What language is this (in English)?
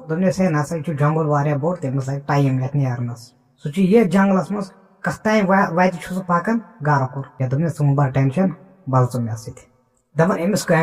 Kashmiri